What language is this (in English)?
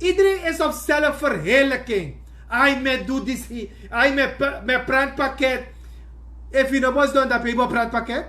Sranan Tongo